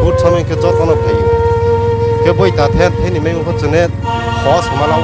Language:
Riang (India)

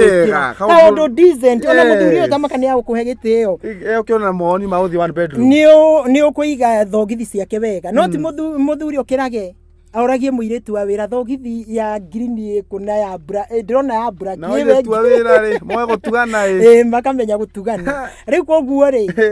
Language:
Kikuyu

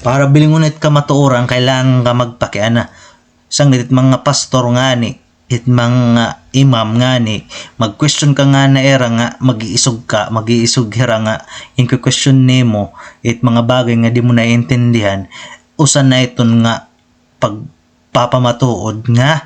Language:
Waray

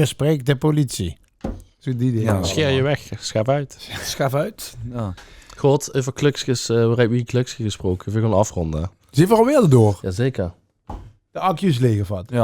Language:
Limburgish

